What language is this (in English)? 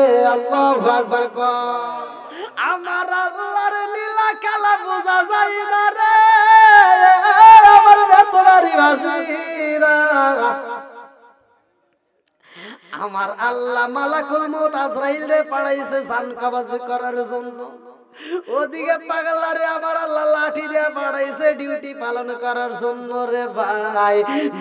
Bangla